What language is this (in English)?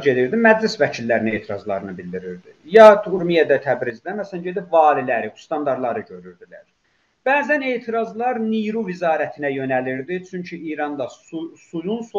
South Azerbaijani